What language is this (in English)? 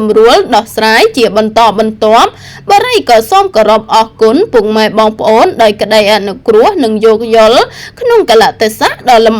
Khmer